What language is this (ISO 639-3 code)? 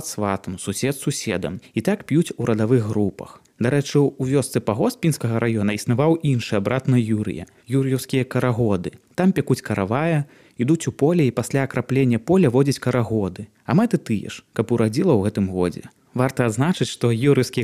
bel